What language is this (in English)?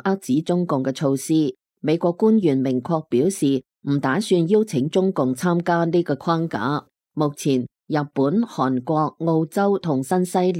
Cantonese